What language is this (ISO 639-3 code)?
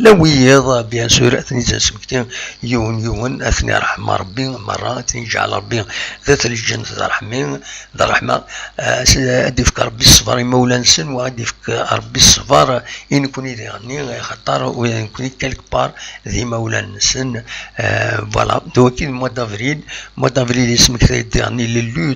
kab